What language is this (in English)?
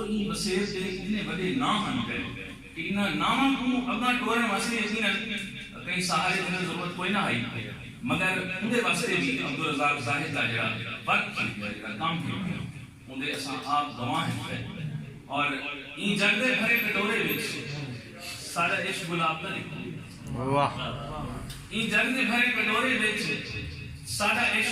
Saraiki